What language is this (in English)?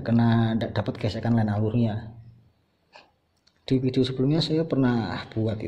Indonesian